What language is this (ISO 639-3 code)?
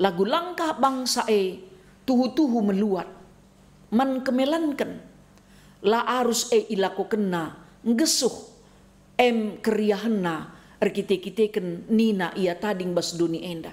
btx